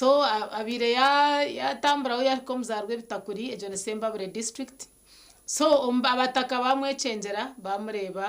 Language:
Nyankole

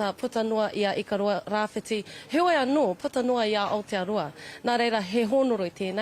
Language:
Māori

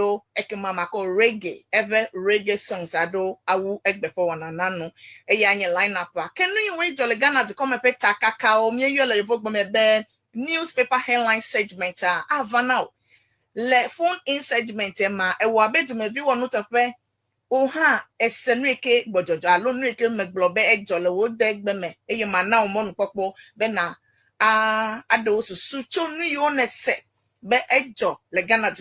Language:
Ewe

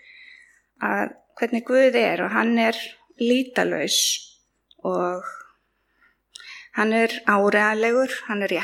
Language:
Icelandic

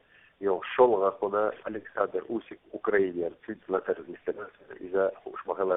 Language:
Chechen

